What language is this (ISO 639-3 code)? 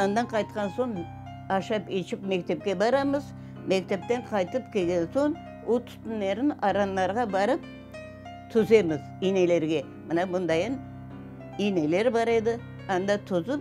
crh